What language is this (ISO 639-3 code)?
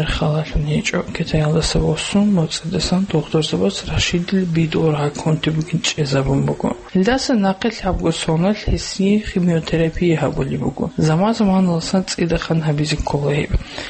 ava